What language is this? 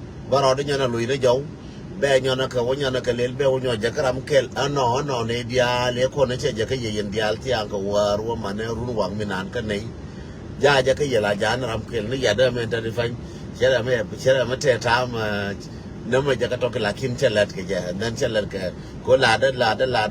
Nuer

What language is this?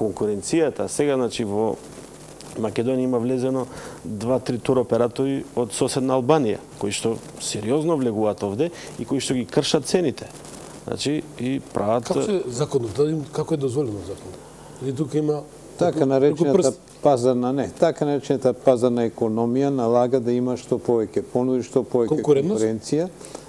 Macedonian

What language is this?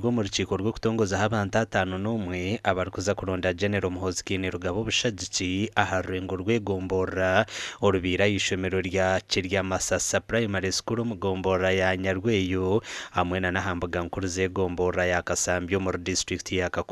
Nyankole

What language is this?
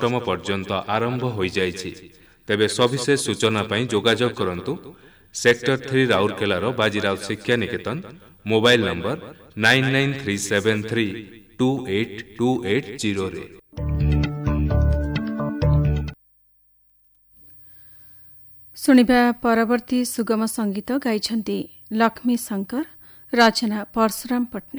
Odia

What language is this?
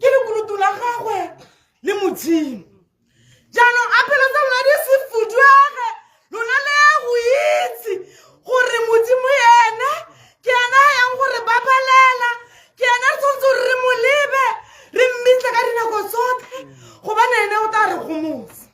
Tswana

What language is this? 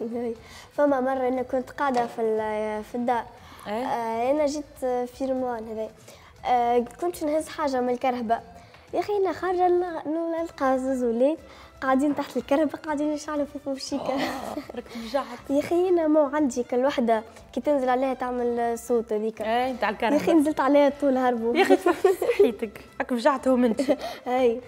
Tunisian Arabic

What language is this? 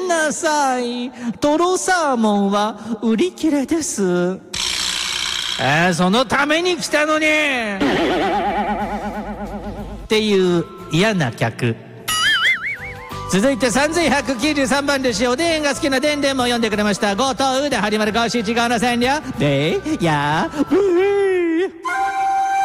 Japanese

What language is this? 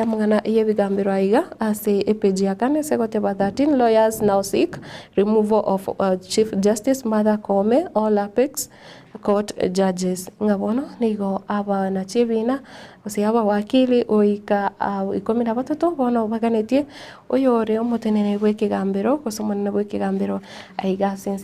Gusii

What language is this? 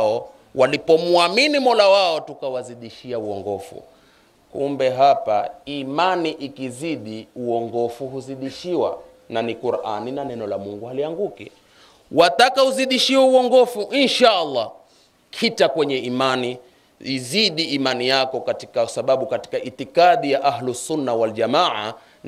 Swahili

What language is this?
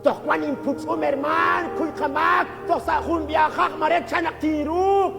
Kekchí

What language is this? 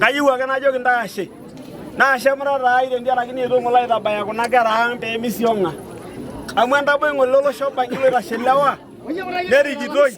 Masai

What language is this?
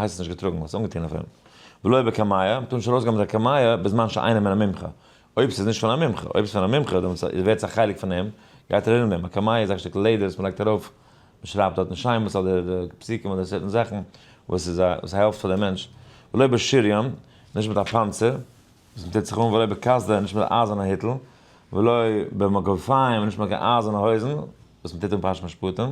Yiddish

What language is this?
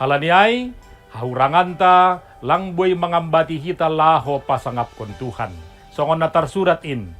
Batak Simalungun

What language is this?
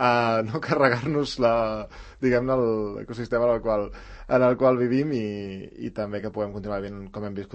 Catalan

